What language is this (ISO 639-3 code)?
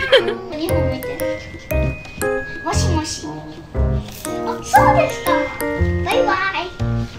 jpn